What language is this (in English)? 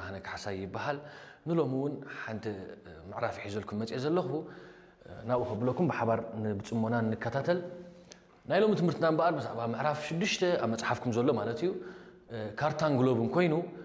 Tigrinya